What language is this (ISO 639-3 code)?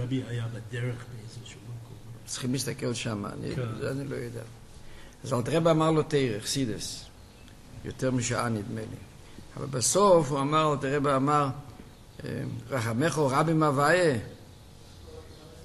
heb